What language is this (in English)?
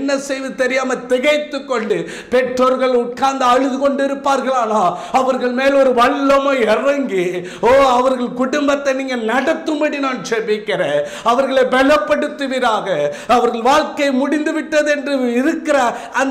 Tamil